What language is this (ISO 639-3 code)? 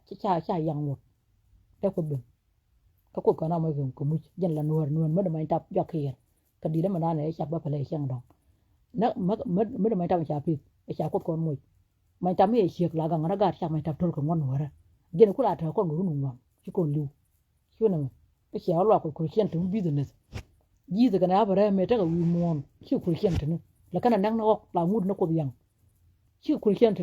nus